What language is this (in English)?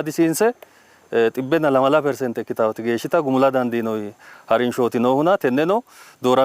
Sidamo